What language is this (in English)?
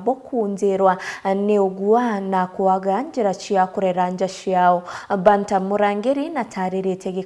Meru